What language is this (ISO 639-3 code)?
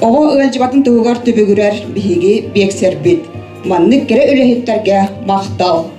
sah